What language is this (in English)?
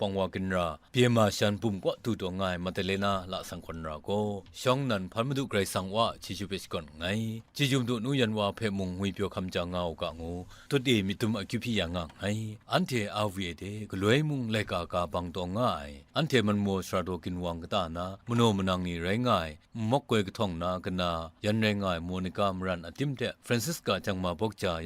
Kachin